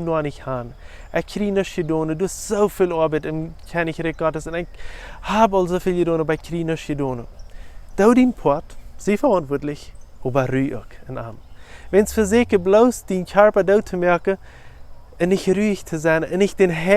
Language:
Plautdietsch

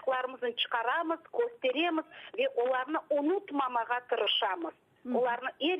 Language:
Crimean Tatar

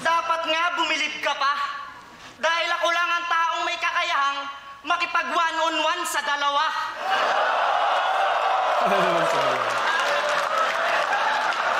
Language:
Filipino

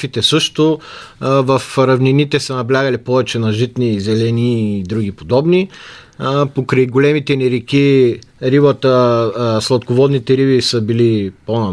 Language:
Bulgarian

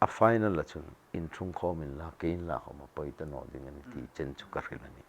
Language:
Hmar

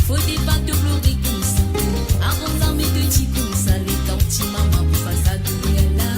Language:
Morisyen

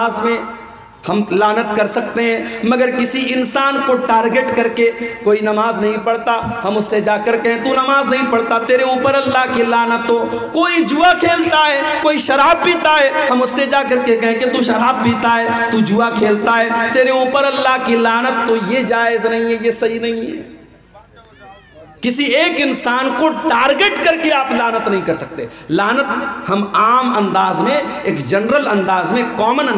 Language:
Urdu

